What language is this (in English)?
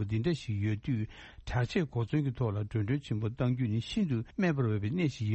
Tibetan